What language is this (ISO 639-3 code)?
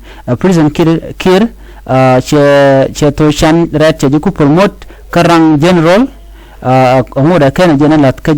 nus